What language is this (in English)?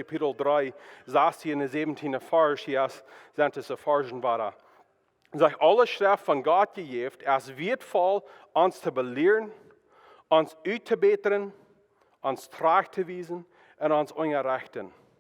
Plautdietsch